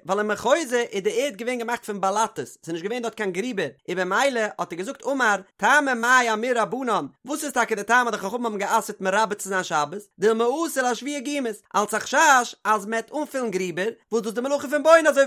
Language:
Yiddish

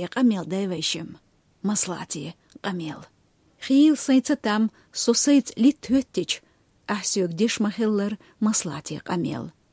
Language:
Chechen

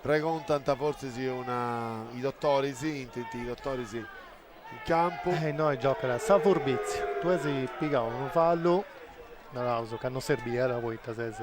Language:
Sardinian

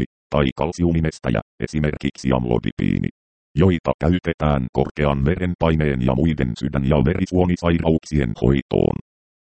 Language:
Finnish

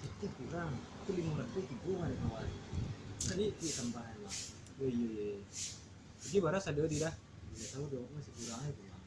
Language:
Minangkabau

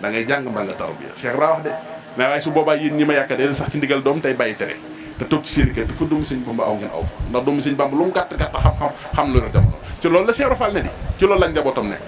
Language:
Wolof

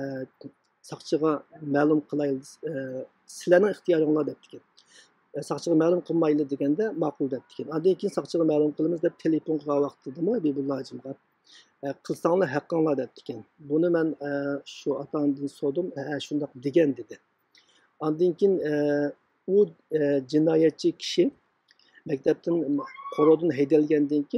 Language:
Uyghur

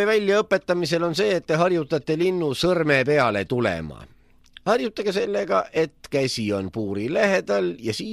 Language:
Estonian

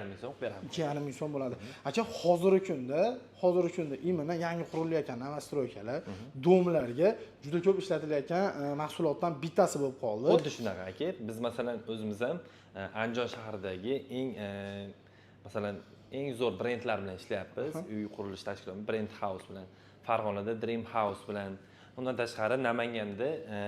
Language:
Uzbek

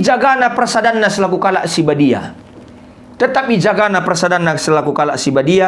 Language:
Batak Karo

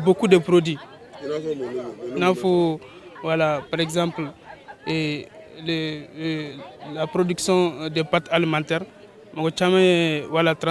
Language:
Bambara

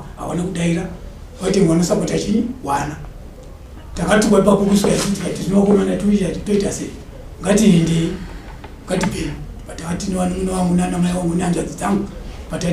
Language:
Shona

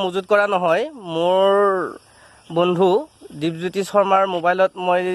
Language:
Assamese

